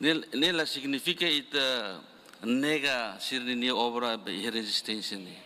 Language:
Tetum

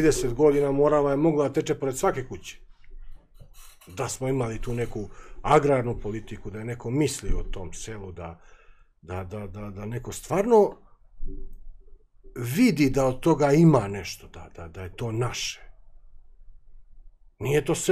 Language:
Serbian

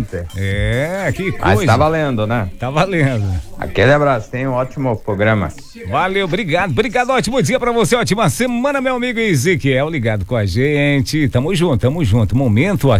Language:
Portuguese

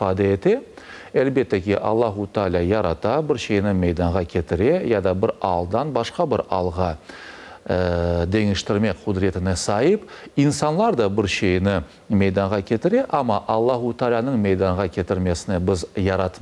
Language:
Crimean Tatar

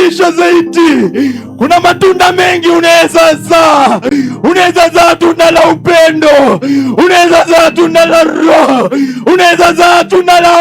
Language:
Swahili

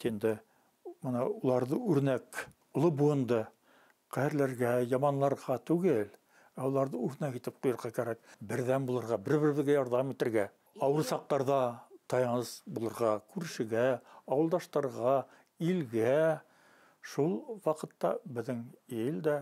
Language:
Bashkir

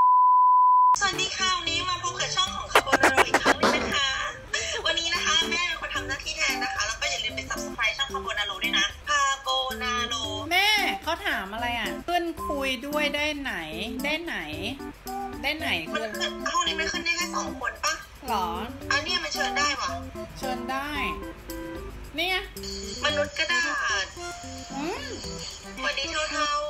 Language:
Thai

